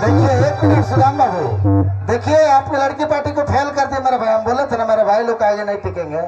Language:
Sadri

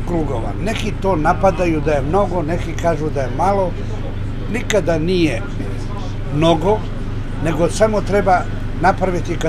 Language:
Serbian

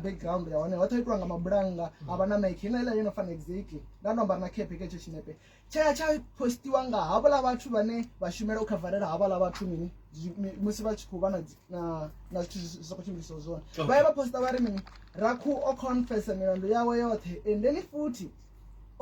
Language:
Venda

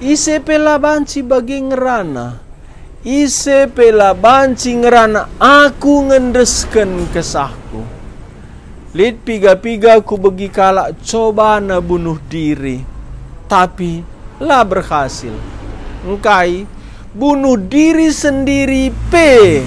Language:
Batak Karo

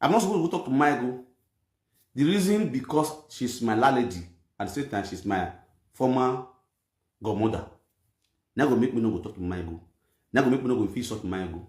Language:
Nigerian Pidgin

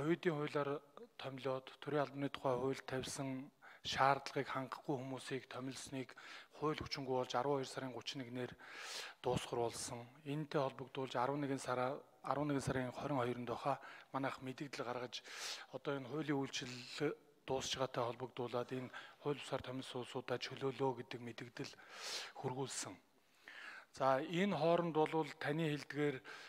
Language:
Mongolian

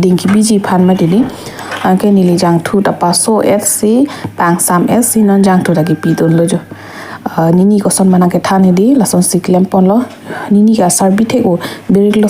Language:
Karbi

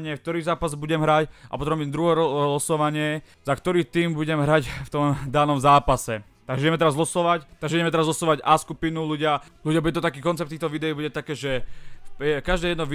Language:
Slovak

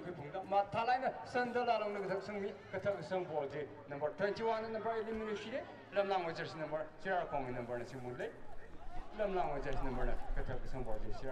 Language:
Tangkhul Naga (India)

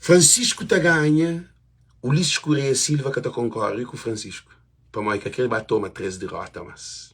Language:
Kabuverdianu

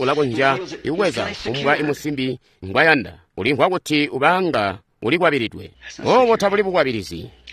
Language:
Tonga (Zambia)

